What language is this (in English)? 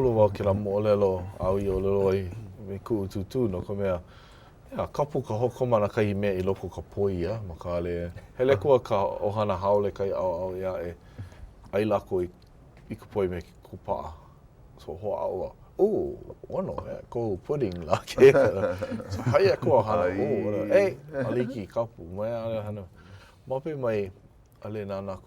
Hawaiian